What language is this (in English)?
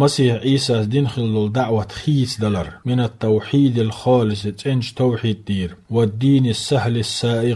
Chechen